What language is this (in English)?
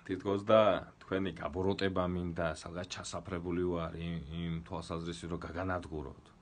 Georgian